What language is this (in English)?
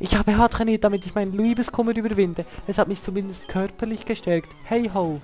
Swiss German